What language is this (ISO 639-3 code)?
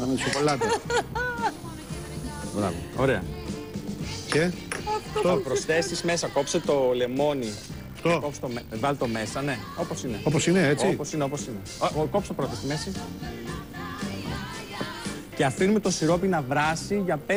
ell